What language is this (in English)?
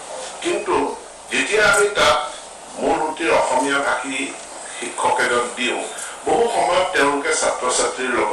Assamese